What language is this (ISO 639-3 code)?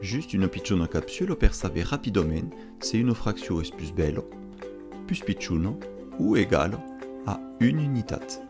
oci